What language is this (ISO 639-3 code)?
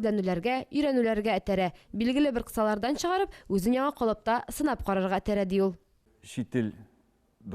tat